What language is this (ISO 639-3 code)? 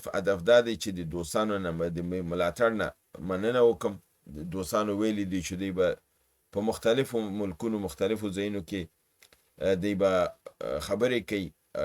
pus